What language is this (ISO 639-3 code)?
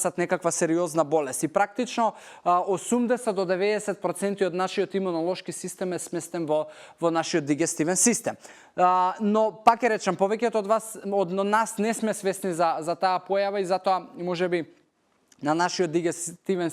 mkd